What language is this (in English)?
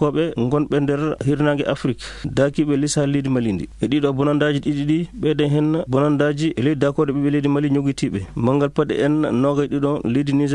Fula